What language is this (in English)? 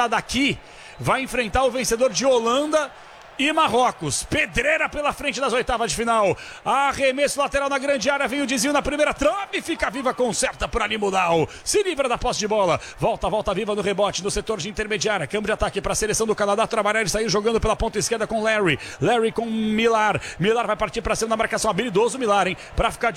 Portuguese